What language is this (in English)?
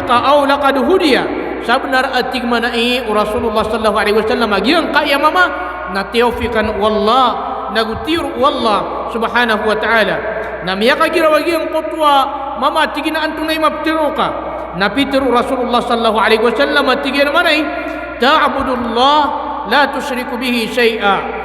Maranao